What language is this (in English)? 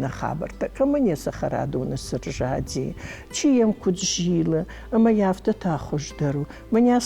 Ossetic